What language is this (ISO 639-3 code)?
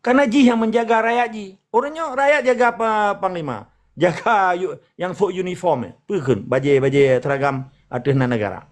ace